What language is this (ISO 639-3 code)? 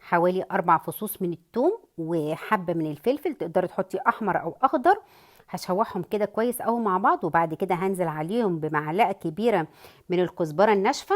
arz